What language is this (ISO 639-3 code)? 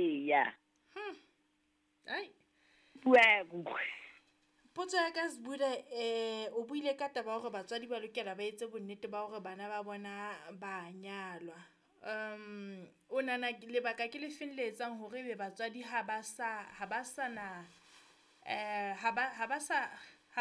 sot